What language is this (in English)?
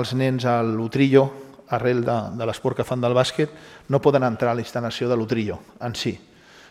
Catalan